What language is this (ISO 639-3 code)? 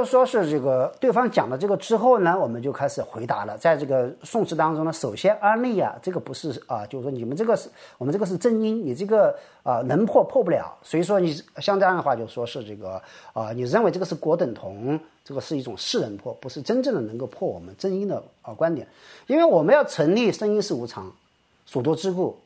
zho